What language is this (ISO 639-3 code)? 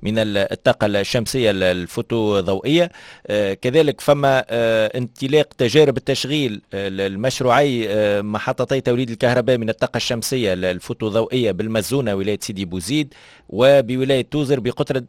aeb